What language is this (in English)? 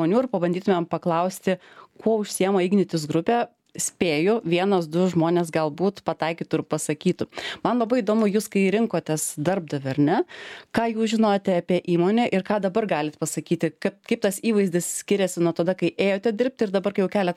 Lithuanian